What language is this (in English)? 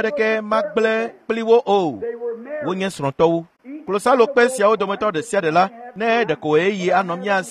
Ewe